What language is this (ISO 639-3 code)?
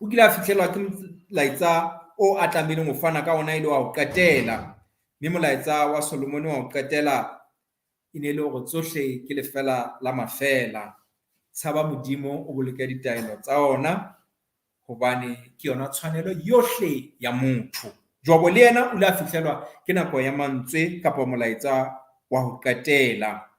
sot